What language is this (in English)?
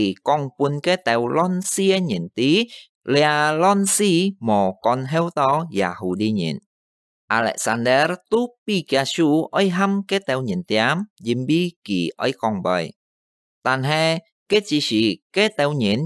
Hakka Chinese